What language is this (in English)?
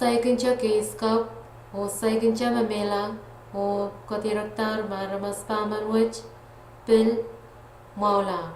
Pohnpeian